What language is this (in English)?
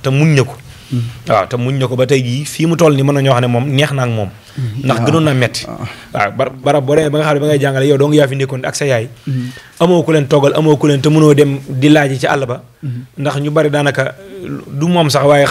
Wolof